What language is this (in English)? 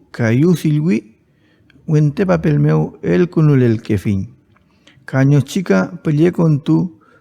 Mapuche